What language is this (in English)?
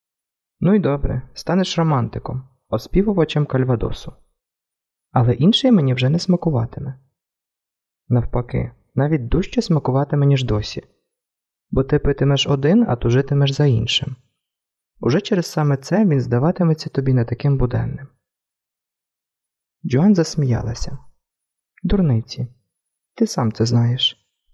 Ukrainian